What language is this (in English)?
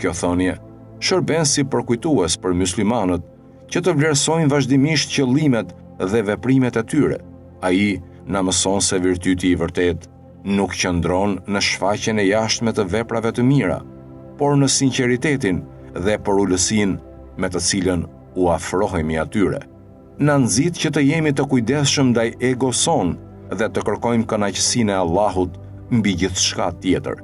Albanian